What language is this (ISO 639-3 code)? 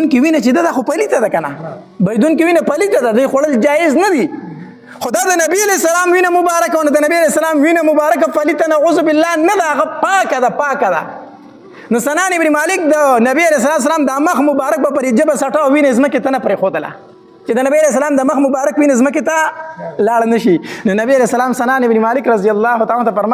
pus